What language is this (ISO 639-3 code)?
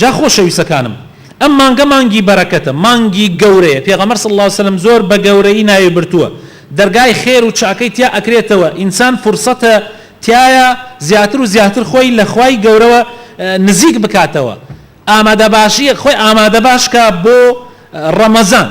ckb